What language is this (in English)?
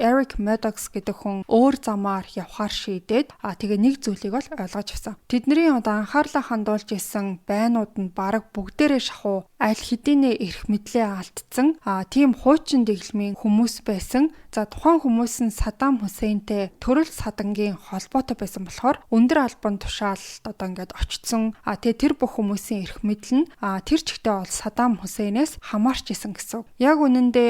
Mongolian